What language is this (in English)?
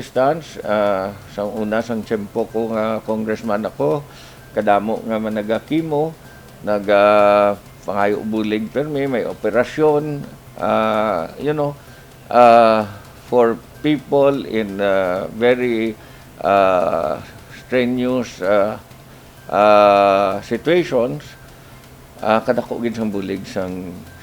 Hiligaynon